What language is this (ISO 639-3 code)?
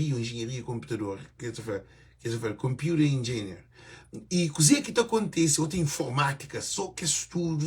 kea